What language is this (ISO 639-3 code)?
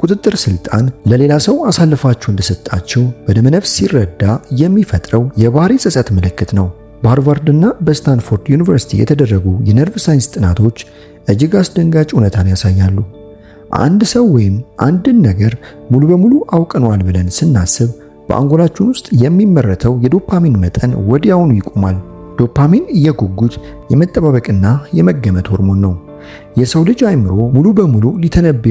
amh